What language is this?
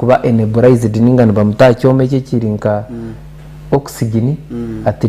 Nyankole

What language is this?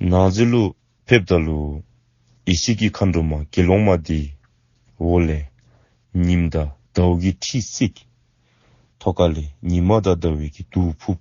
Dzongkha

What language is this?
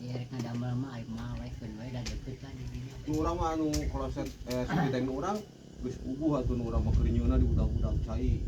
Sundanese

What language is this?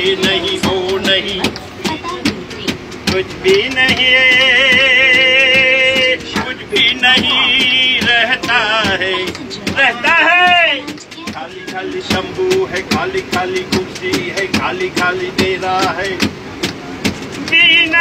Hindi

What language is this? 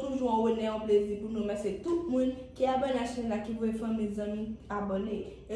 Haitian Creole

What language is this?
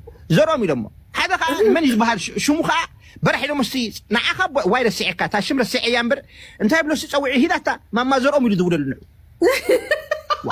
Tigrinya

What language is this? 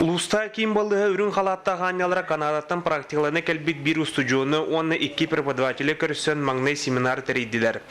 Yakut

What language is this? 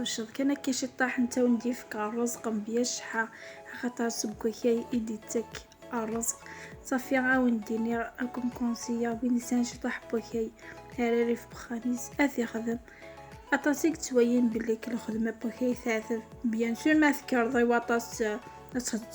Kabyle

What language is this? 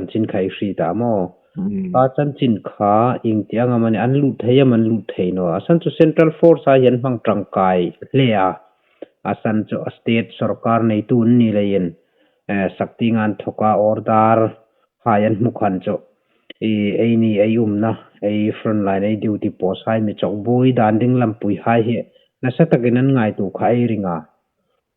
Hmar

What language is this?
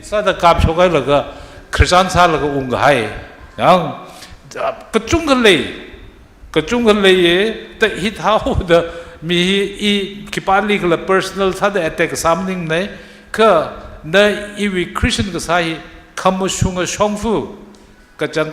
Tangkhul Naga (India)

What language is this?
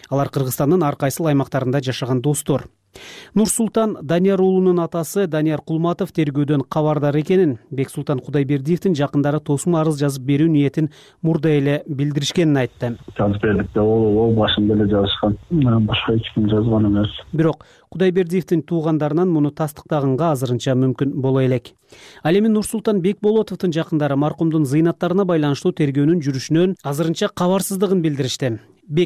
Kyrgyz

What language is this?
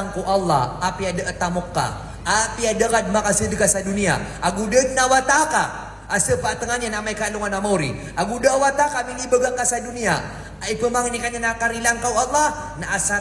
Maranao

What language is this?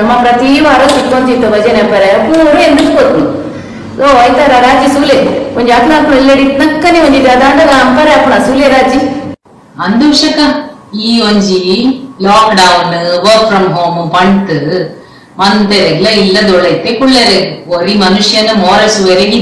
Tulu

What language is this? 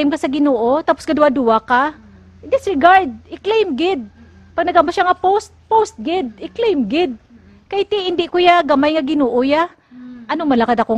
Hiligaynon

